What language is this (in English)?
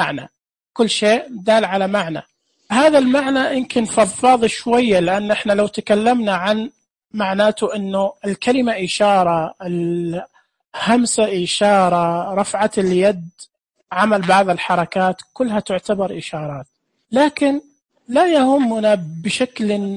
Najdi Arabic